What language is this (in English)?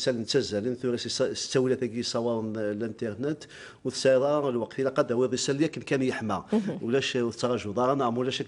Kabyle